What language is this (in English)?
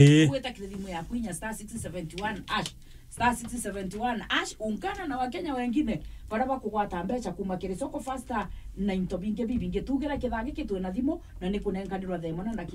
Meru